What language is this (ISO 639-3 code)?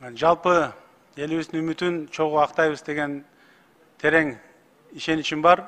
kir